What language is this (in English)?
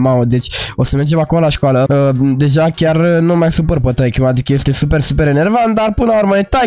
Romanian